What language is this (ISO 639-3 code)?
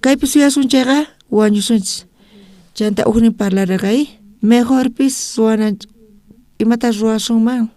quh